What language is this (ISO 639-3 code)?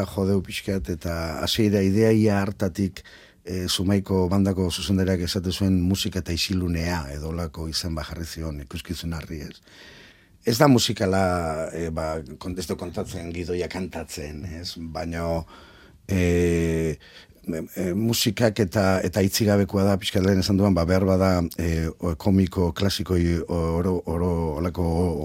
eus